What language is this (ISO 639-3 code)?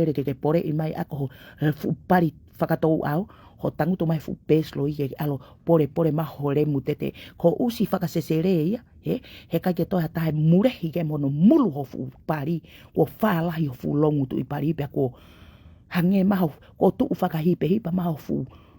ton